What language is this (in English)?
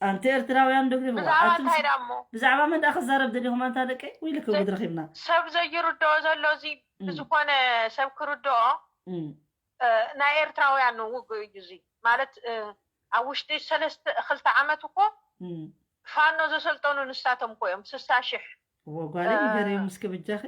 Tigrinya